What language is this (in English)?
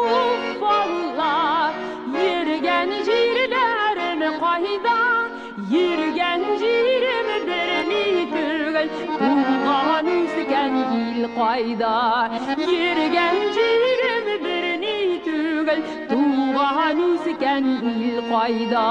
Tatar